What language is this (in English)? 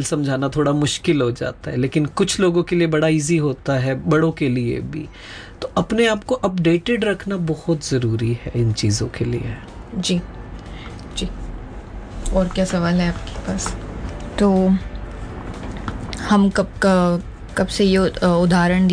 Hindi